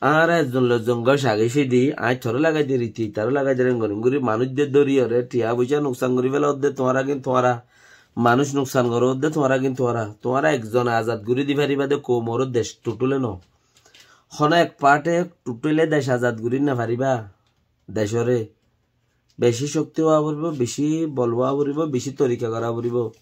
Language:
Rohingya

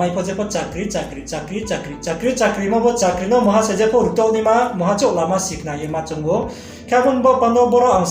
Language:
Riang (India)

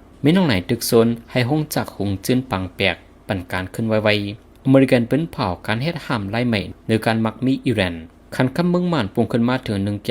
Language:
Shan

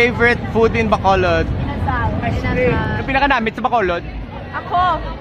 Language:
Hiligaynon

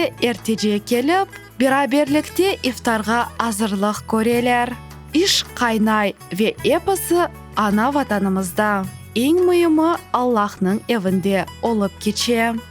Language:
Crimean Tatar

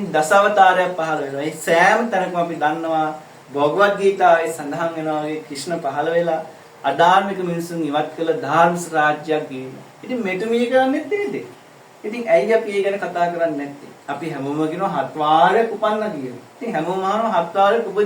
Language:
Sinhala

